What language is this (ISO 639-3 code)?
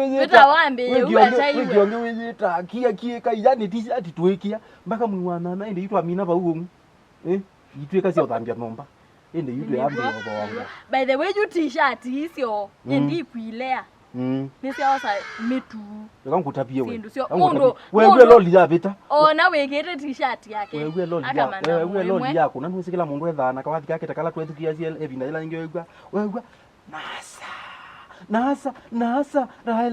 kam